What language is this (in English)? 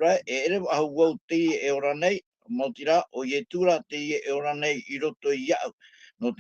Tahitian